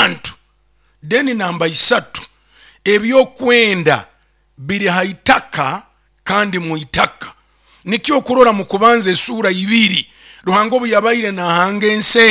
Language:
Nyoro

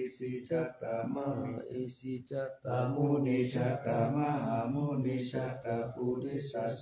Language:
Pali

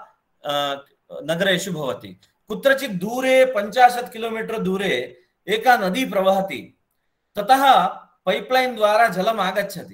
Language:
Sanskrit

